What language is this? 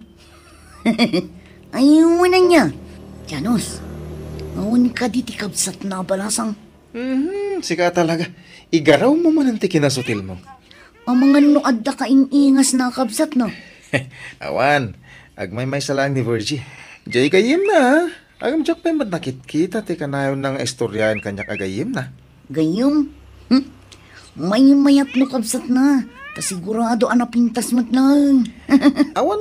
Iloko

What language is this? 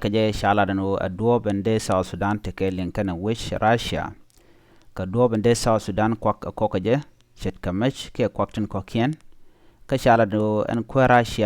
Nuer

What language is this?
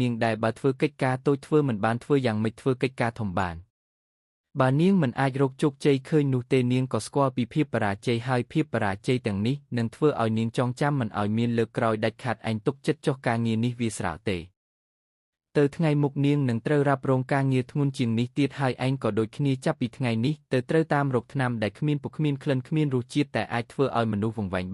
Khmer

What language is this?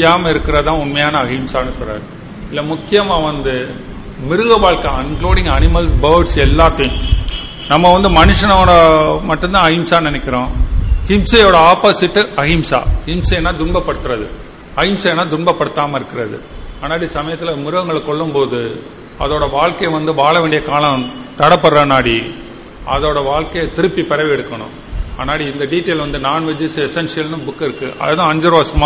Tamil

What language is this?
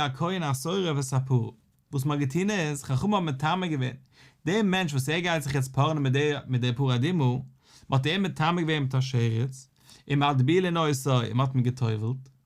Yiddish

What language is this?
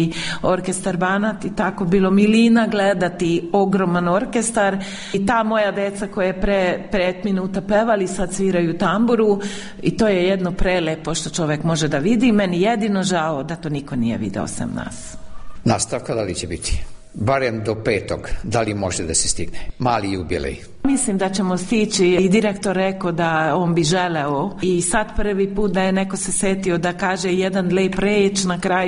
Serbian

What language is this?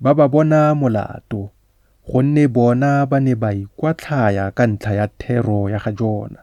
Tswana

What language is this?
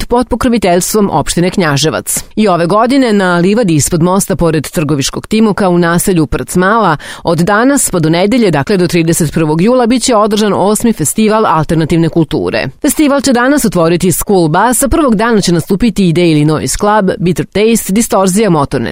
Serbian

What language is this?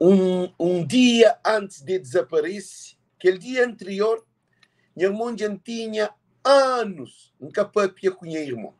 Kabuverdianu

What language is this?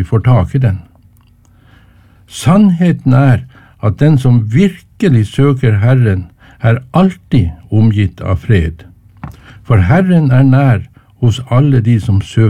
Norwegian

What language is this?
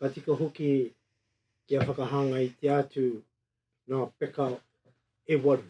Māori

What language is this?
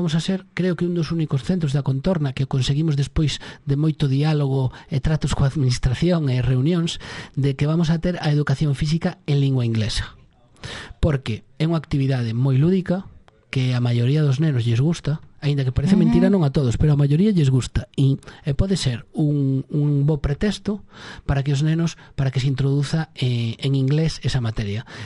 Galician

